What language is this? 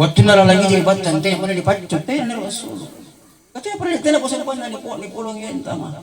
Makasar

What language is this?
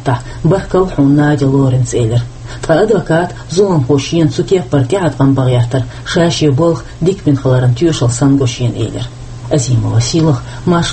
Chechen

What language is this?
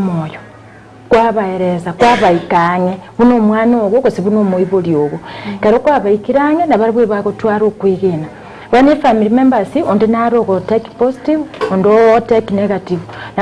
Gusii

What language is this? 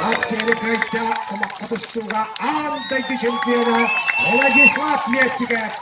Yakut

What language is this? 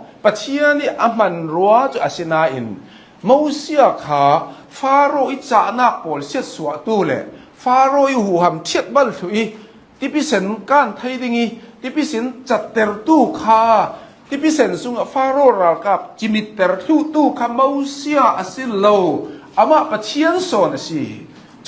Hakha Chin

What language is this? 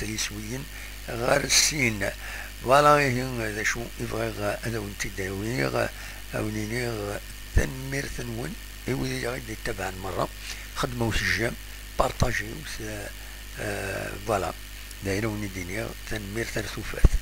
Kabyle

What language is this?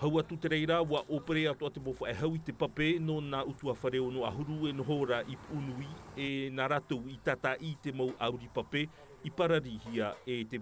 Tahitian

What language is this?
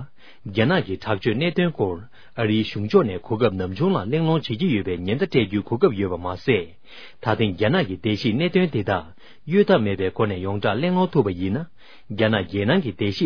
Tibetan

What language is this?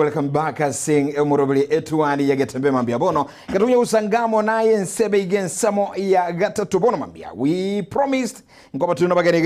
Gusii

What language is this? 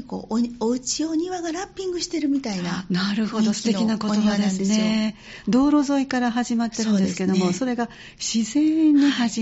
Japanese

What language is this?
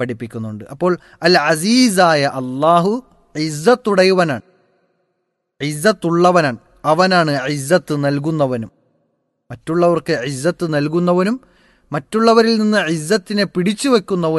Malayalam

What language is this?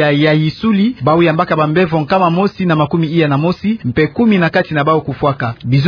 Kituba (Democratic Republic of Congo)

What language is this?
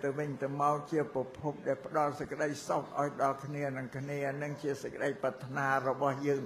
Khmer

